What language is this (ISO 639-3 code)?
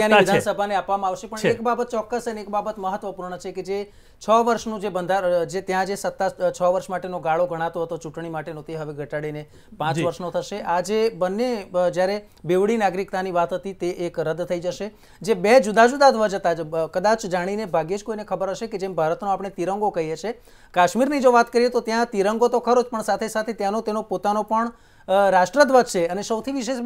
guj